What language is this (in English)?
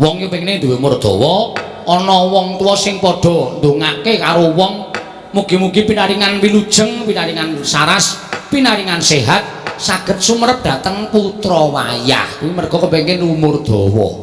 Javanese